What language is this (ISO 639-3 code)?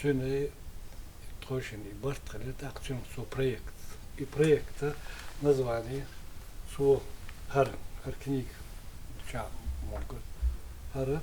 che